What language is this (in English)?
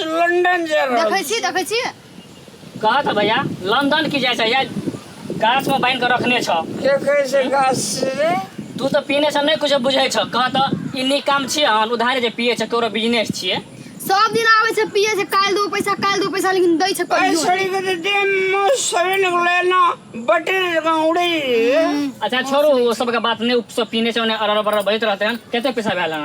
Maithili